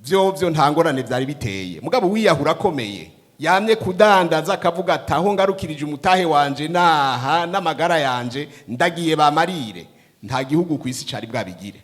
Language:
Rundi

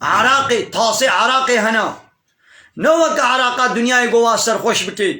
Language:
Kurdish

